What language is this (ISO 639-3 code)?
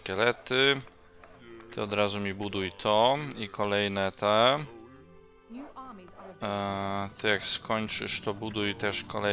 pol